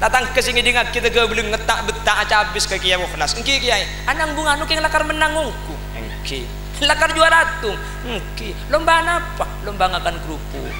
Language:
Madurese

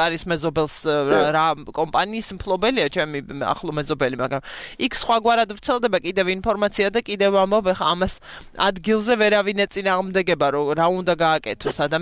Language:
Georgian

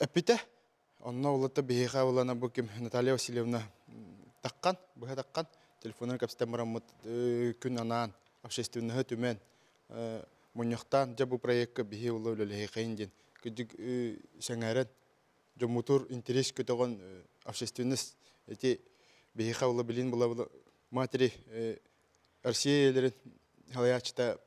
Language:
Yakut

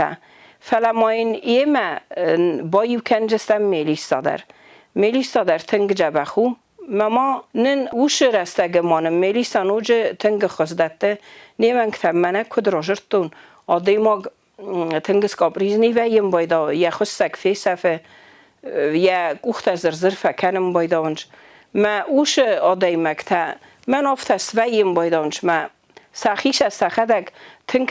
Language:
Ossetic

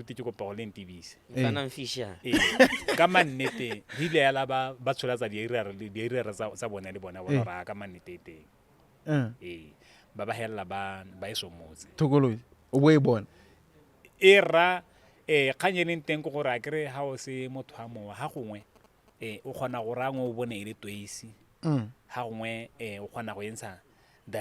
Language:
Tswana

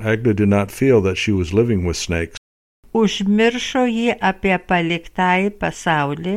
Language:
Lithuanian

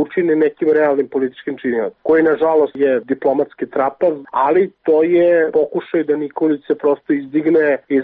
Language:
Serbian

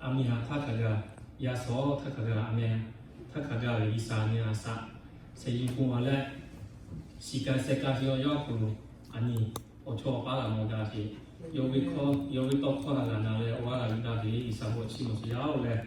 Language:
Lahu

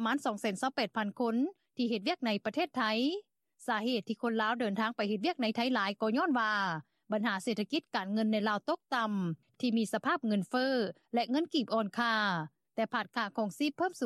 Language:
Lao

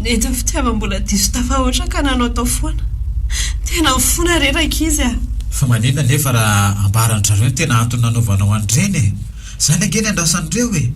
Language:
Malagasy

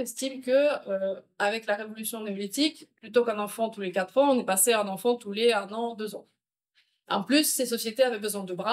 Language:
French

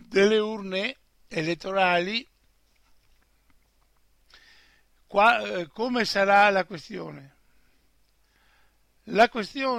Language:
Italian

